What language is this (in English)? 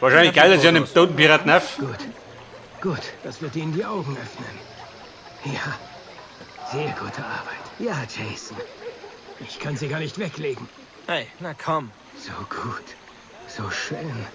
Bavarian